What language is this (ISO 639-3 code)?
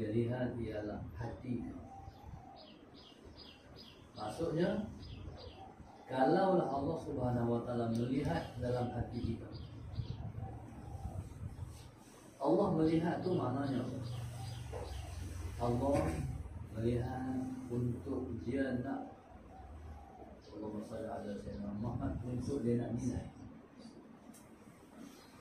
msa